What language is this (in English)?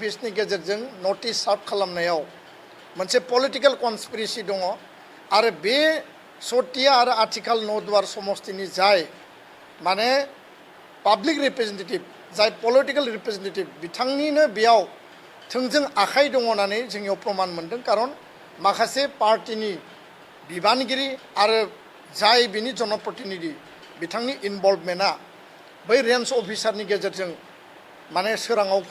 Bodo